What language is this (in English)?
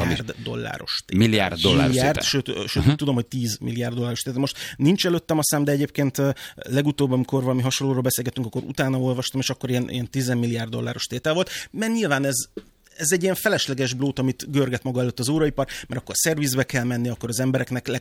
Hungarian